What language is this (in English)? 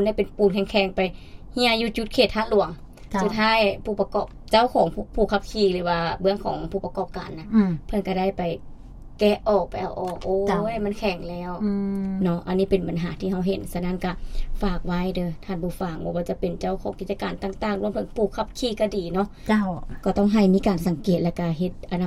Lao